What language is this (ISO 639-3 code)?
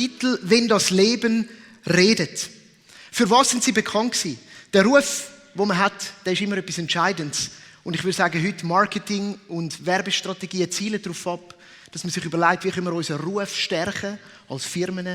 gsw